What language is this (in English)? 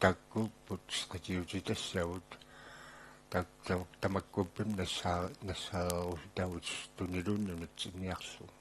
Kalaallisut